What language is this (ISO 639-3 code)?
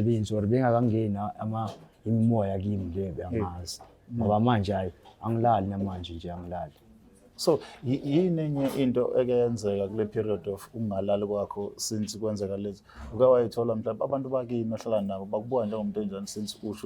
zul